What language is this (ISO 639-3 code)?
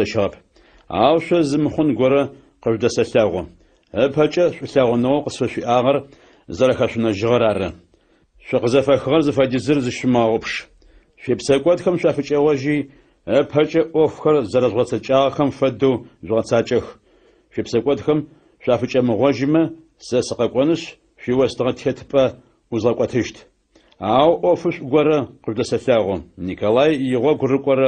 ady